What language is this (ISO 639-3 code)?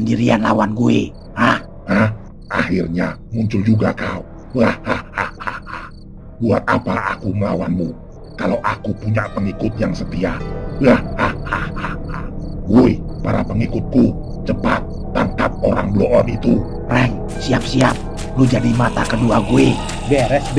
bew